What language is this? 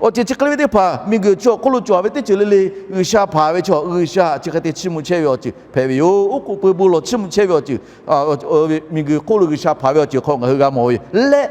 Lahu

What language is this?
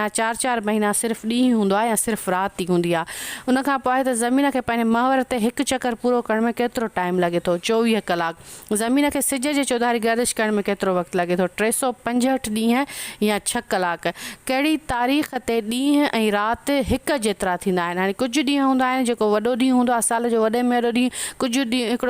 Sindhi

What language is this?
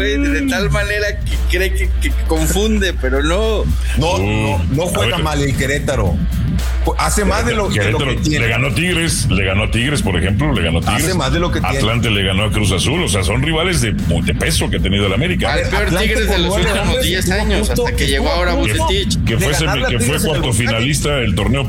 Spanish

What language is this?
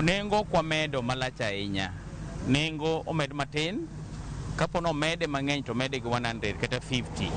Luo (Kenya and Tanzania)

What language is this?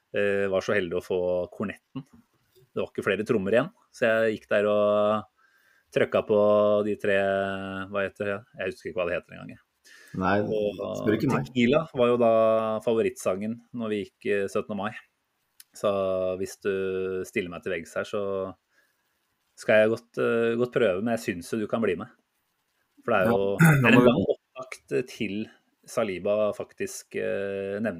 Norwegian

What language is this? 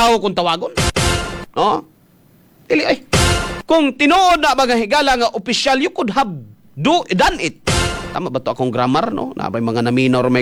Cebuano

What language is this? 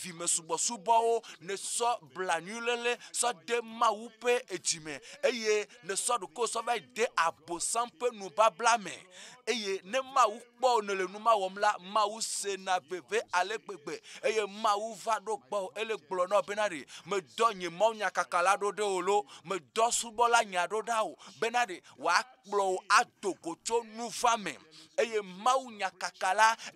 Ewe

